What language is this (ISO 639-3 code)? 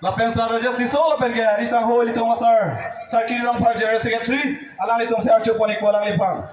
mjw